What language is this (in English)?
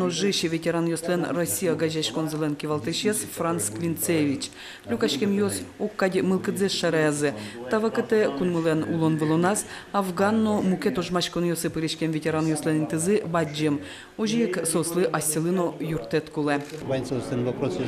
Udmurt